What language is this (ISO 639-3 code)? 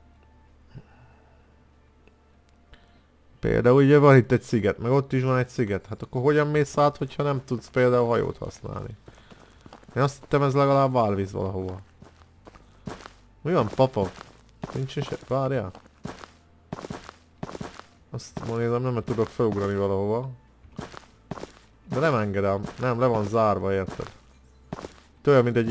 hun